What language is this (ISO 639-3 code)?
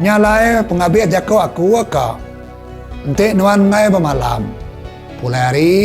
iba